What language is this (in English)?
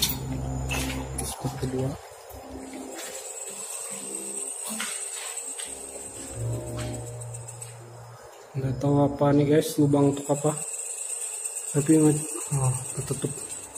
Indonesian